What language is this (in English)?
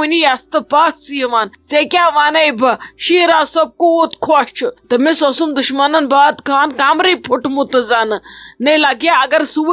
Kashmiri